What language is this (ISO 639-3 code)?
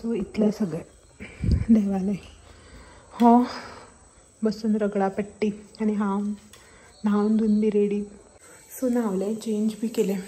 kok